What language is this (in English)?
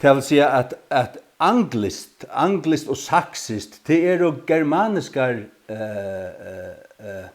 Faroese